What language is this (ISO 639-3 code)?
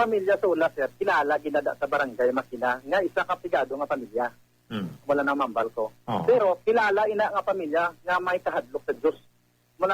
hil